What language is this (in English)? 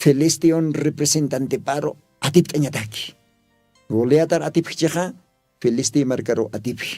Aymara